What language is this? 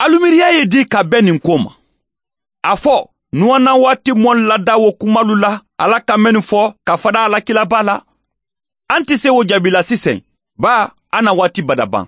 Mandingo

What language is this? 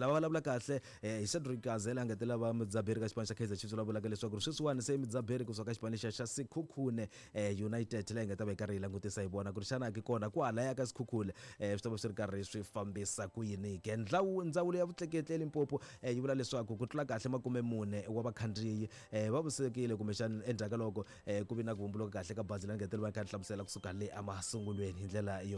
Tsonga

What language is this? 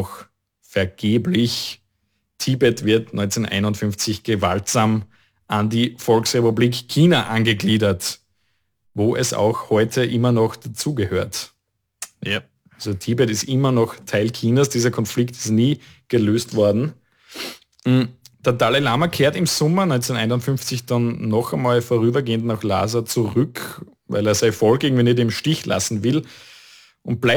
German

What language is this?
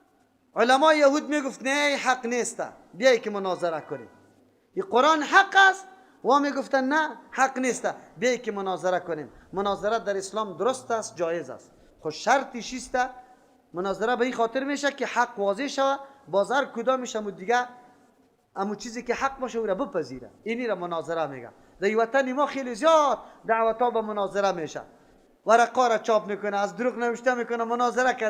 Persian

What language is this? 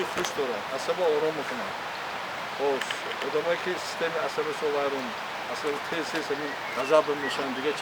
Tajik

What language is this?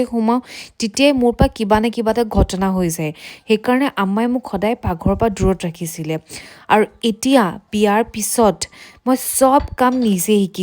Assamese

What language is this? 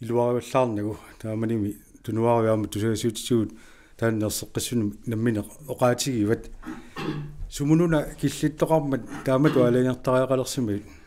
Kalaallisut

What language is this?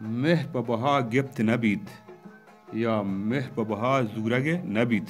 Baluchi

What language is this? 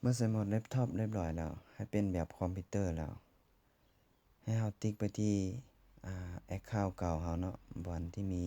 Lao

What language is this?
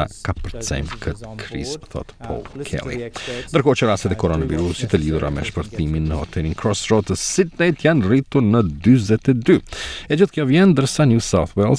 Albanian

